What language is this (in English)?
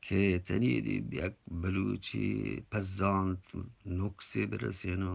Eastern Balochi